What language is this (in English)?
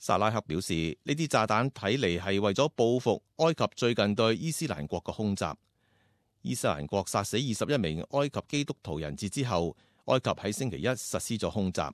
Cantonese